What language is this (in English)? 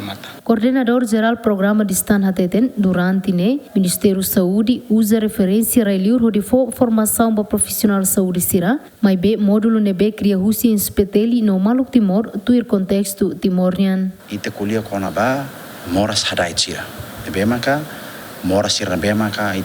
Tetum